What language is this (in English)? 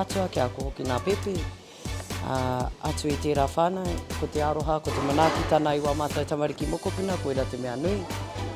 Māori